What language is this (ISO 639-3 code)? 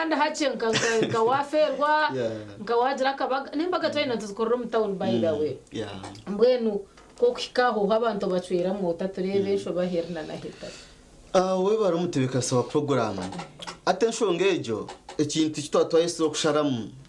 nyn